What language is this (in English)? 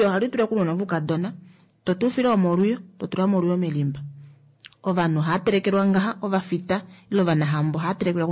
Kuanyama